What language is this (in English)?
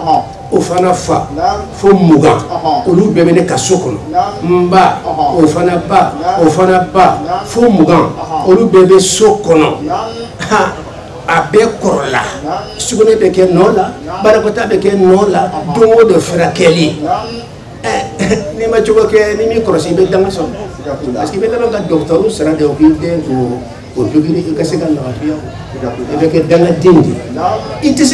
Bambara